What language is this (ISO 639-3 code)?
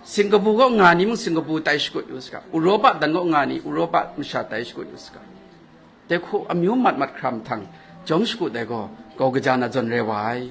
kac